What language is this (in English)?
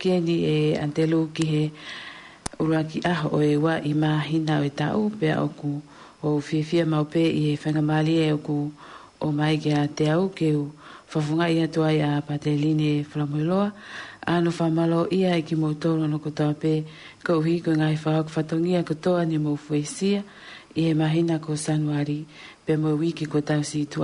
Tongan